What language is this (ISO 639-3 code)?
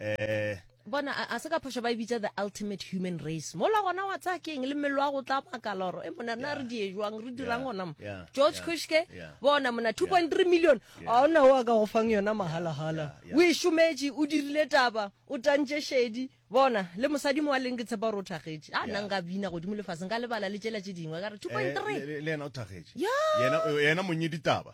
nso